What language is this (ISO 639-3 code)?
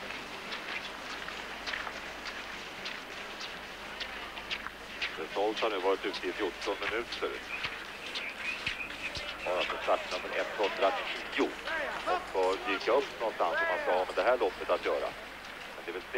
swe